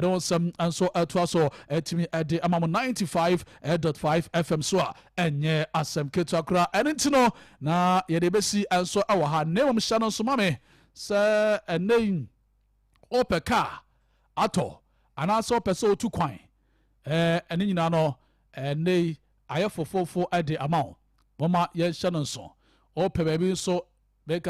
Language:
Akan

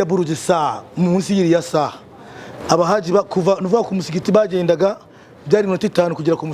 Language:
Kinyarwanda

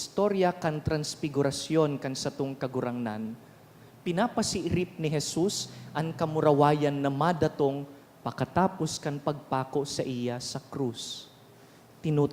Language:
Bikol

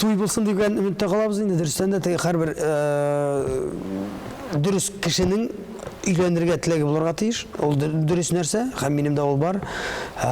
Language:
Tatar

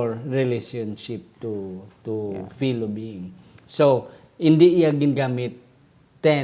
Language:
Hiligaynon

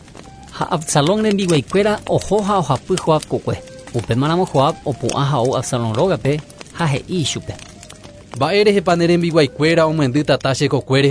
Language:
Guarani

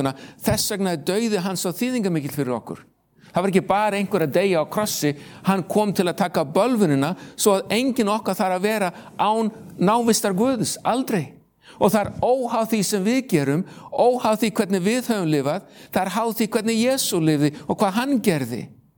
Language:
Icelandic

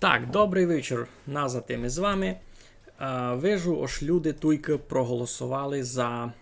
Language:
Rusyn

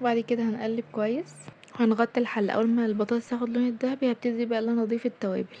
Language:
Egyptian Arabic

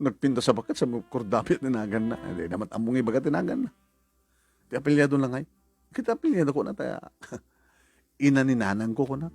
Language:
Iloko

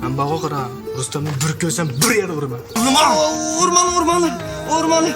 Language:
Uyghur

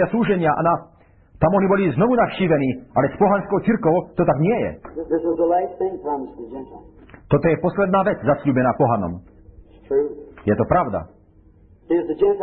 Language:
Slovak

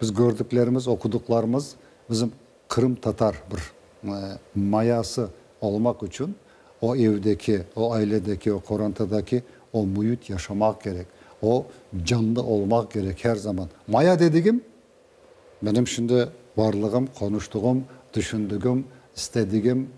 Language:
Crimean Tatar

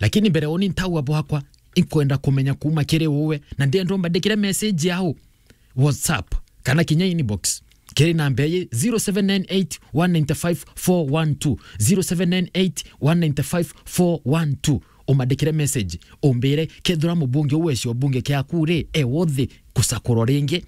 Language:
Meru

